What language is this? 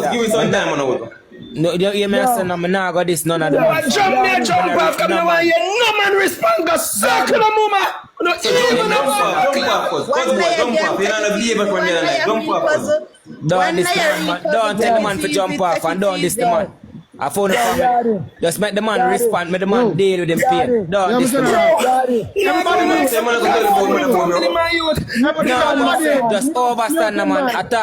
Jamaican Creole English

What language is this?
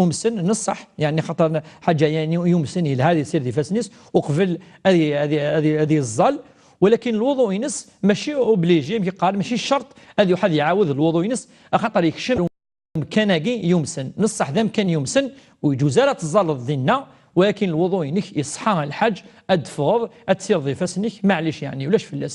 Kabyle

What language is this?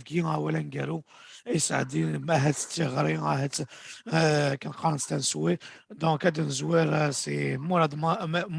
Kabyle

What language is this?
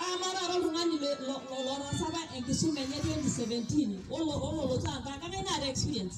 Masai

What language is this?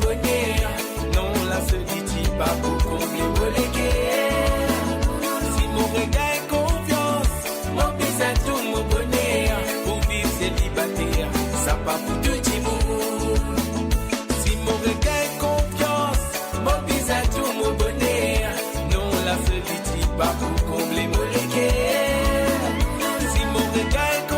Morisyen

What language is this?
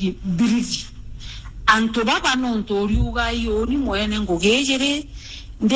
Meru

